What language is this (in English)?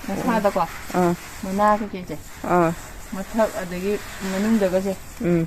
Manipuri